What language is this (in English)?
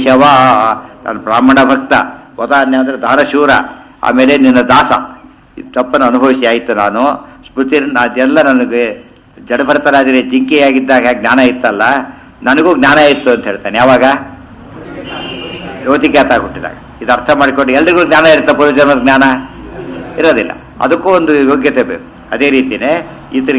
Kannada